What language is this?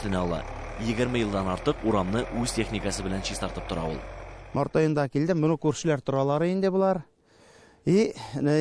Tatar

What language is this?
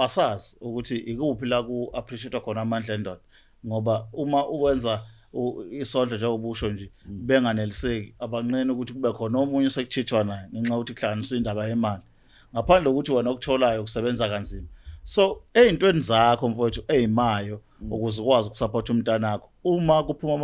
Zulu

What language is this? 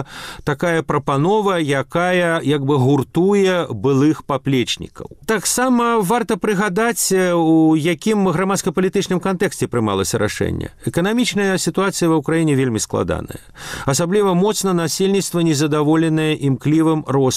Belarusian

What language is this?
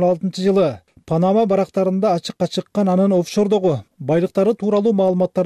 Kyrgyz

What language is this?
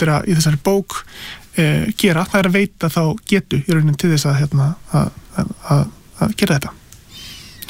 Icelandic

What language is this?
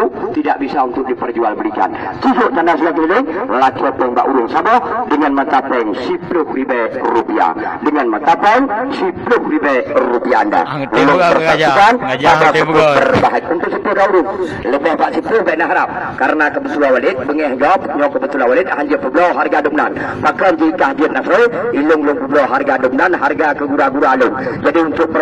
Achinese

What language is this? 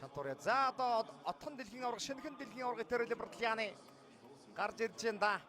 Mongolian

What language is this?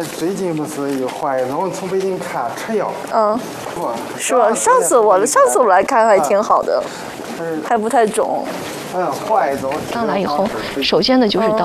Chinese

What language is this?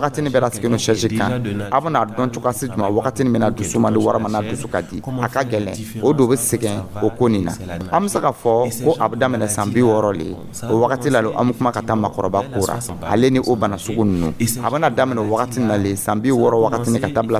Dyula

